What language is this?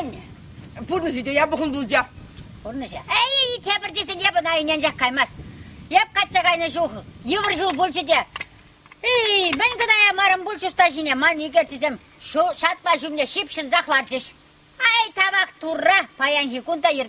Chuvash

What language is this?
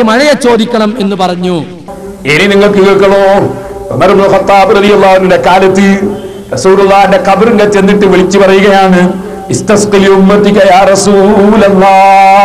Malayalam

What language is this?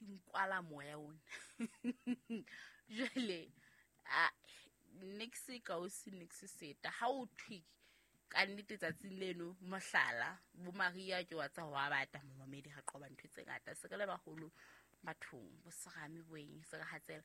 Southern Sotho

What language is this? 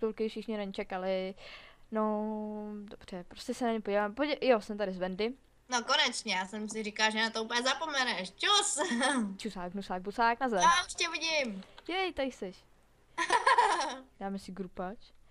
Czech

